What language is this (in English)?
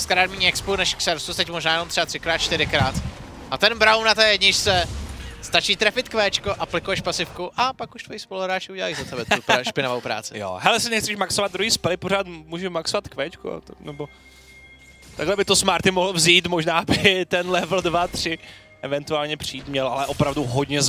Czech